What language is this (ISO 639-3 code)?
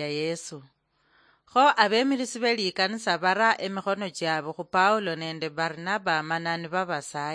luy